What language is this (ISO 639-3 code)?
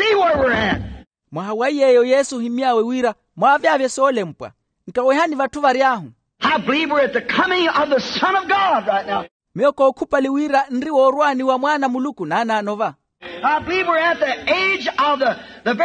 vmw